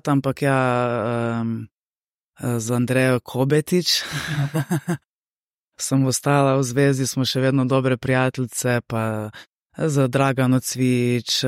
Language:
Slovenian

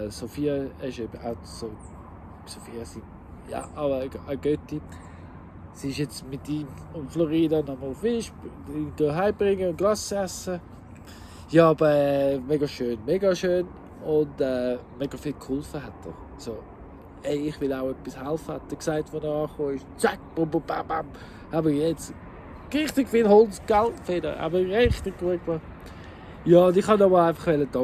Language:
Swiss German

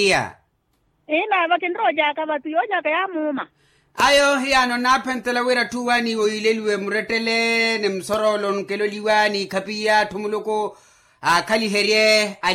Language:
Makhuwa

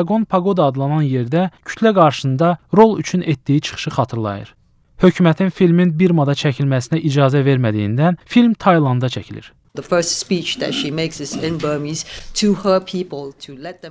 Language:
Azerbaijani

